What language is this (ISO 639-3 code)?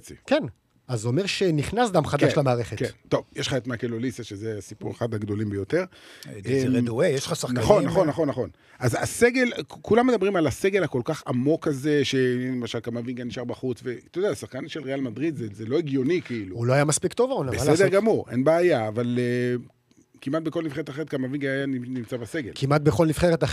heb